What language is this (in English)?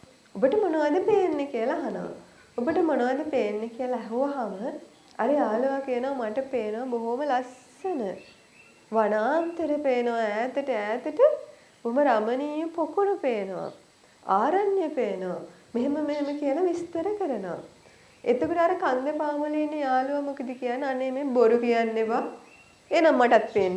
Sinhala